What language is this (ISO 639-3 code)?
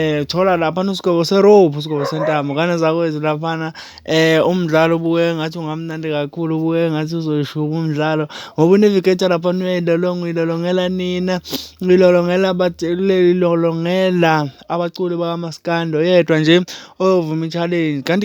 zul